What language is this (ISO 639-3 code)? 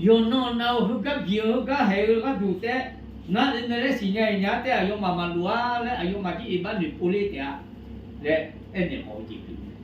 ahk